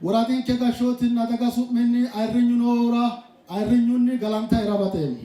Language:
Sidamo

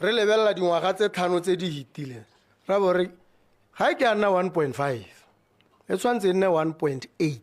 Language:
Tswana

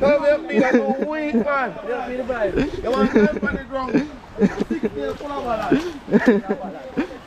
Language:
Jamaican Creole English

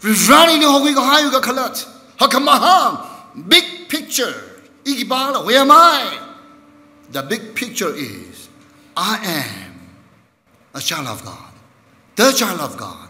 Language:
Tangkhul Naga (India)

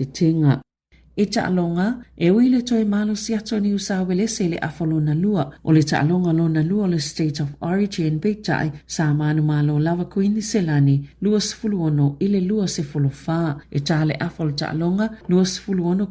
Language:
Samoan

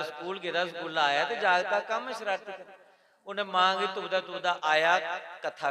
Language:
Dogri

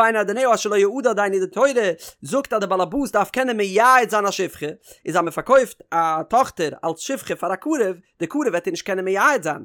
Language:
Yiddish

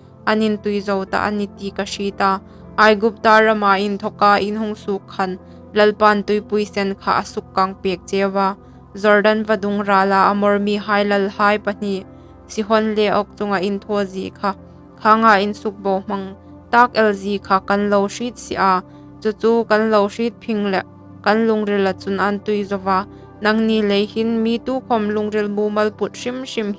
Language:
Hmar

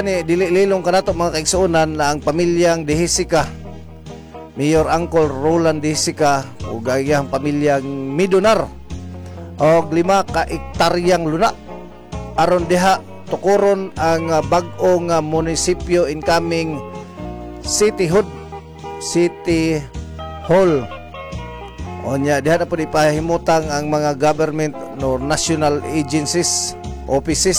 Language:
Cebuano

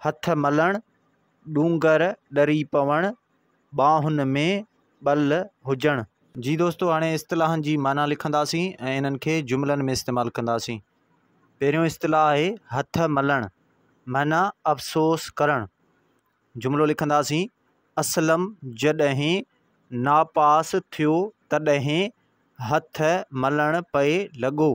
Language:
Sindhi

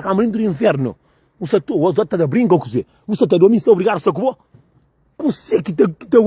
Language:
Kabuverdianu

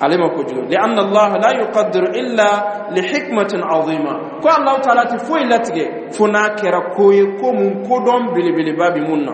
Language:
Dyula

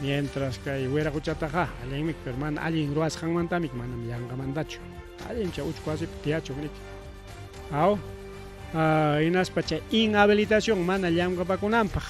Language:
Ayacucho Quechua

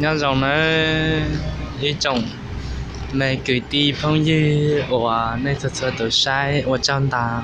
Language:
Hmong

